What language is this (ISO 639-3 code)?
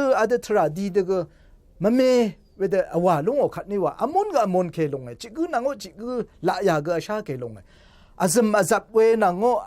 raw